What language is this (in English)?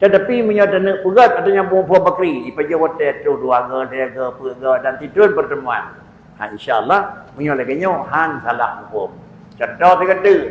Achinese